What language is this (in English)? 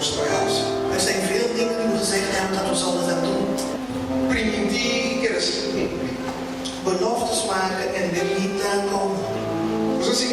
Papiamento